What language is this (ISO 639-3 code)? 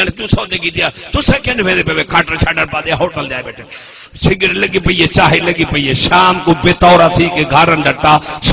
skr